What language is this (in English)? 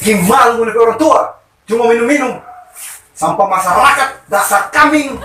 Manado Malay